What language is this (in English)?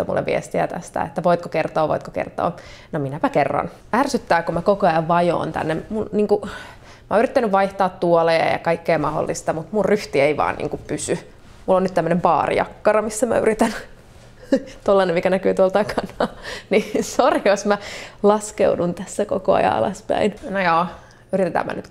Finnish